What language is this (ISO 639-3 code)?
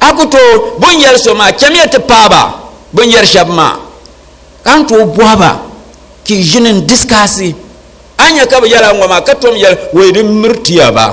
dag